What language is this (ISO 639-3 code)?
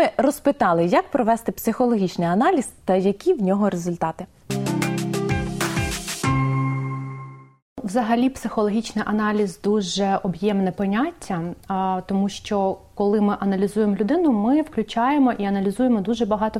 ukr